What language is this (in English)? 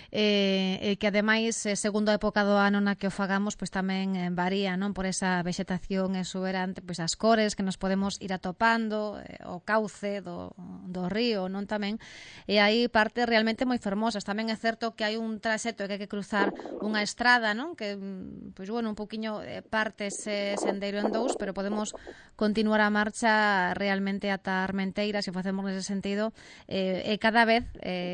Galician